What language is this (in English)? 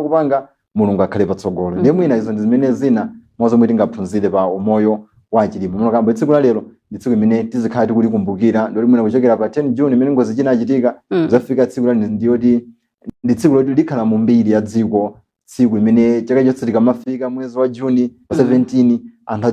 Nyanja